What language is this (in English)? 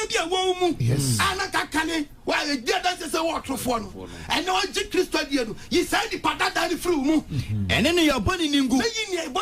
Akan